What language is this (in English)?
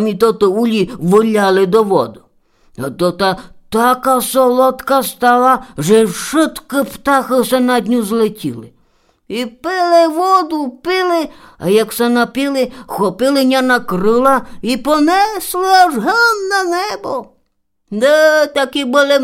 Rusyn